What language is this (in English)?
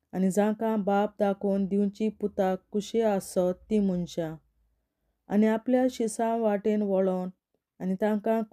Konkani